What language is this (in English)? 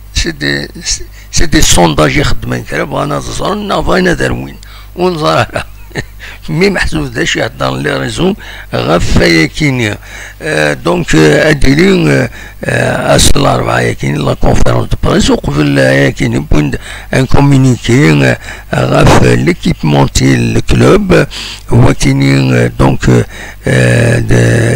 Kabyle